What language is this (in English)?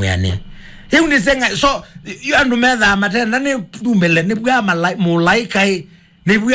Kamba